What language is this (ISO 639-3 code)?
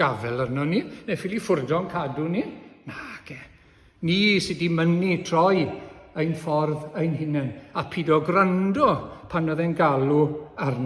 cym